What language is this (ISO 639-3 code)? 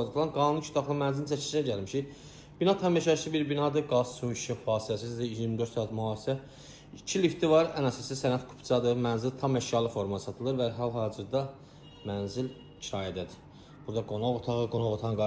aze